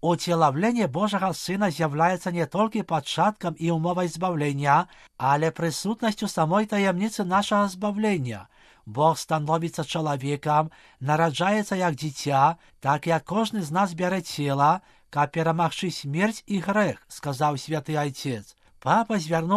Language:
Belarusian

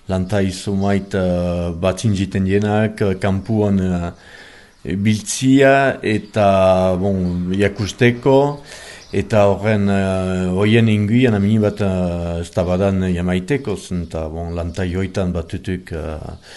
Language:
Basque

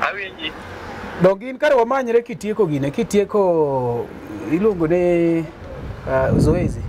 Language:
Luo (Kenya and Tanzania)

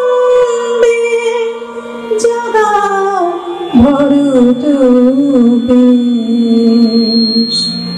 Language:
Bangla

